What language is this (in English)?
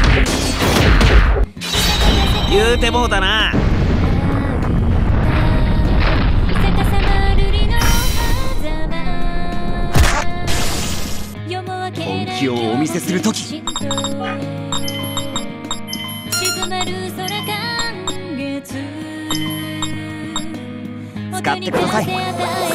Japanese